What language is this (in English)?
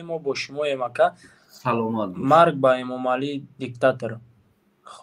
Tajik